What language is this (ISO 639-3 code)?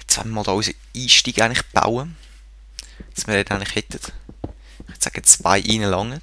gsw